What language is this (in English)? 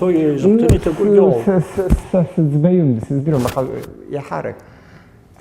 Abkhazian